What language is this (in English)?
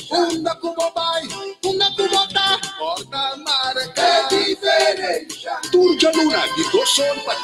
Papiamento